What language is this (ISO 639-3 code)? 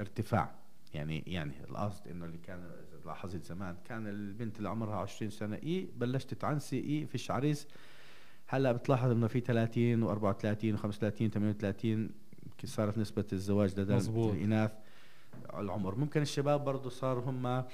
apc